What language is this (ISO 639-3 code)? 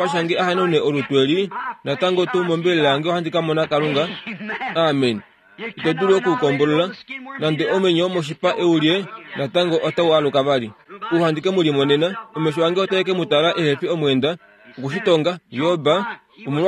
kua